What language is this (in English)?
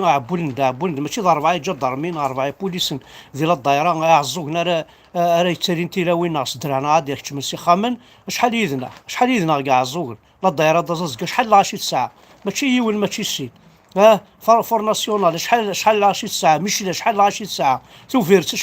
Kabyle